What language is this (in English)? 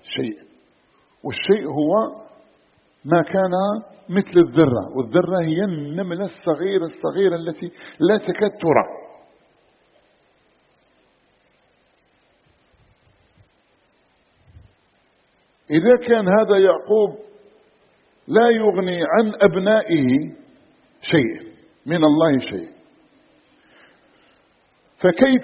Arabic